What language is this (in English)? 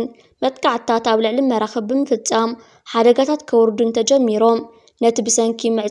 Tigrinya